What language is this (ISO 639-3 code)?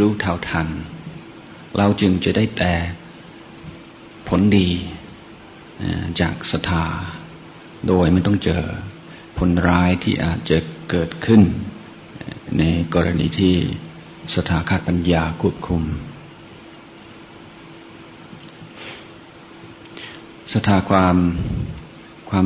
tha